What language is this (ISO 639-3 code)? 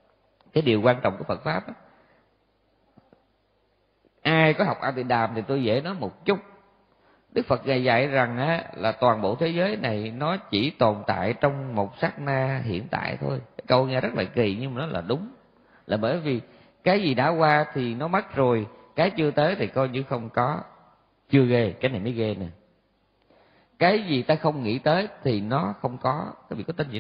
vie